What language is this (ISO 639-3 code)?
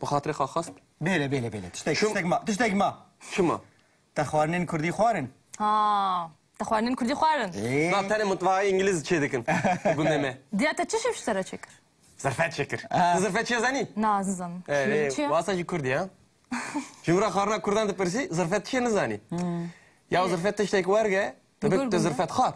kur